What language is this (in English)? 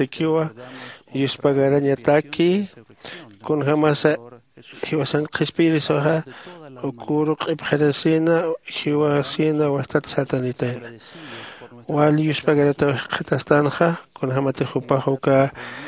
Aymara